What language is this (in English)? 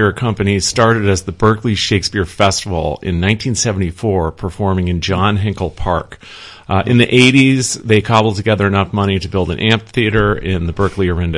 English